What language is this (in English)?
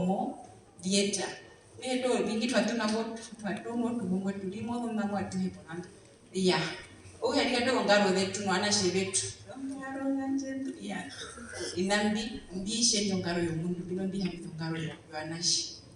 Herero